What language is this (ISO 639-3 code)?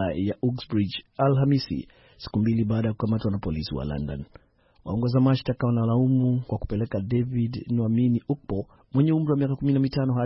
swa